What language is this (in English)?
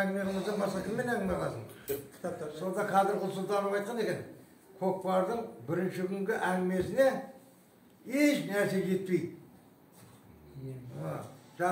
Kazakh